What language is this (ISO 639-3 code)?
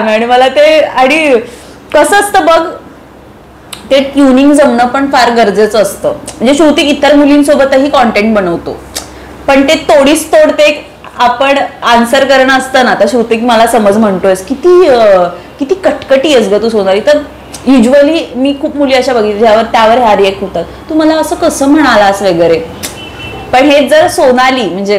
mar